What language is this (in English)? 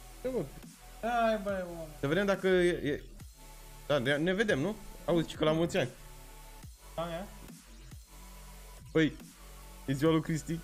Romanian